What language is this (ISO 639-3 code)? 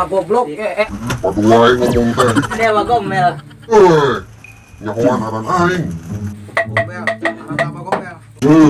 sun